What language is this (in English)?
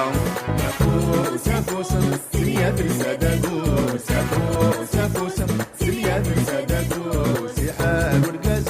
Kabyle